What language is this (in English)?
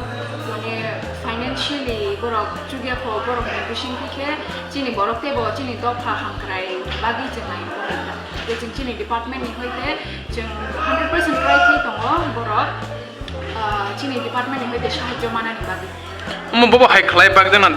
Kok Borok